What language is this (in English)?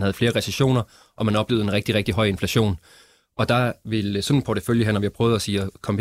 Danish